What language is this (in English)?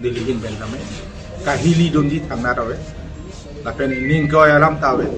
Karbi